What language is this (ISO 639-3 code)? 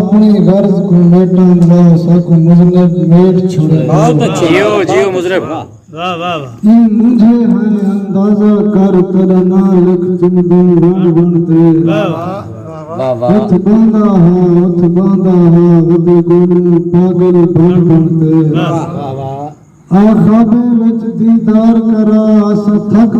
skr